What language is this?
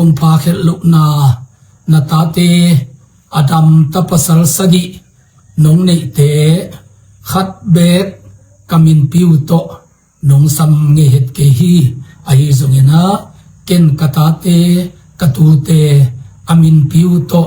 Tedim Chin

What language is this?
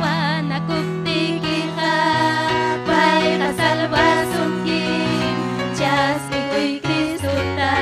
Ayacucho Quechua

